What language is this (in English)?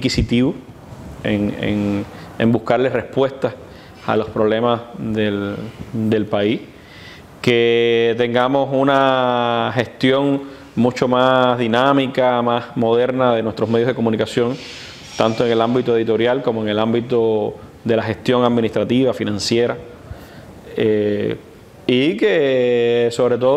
Spanish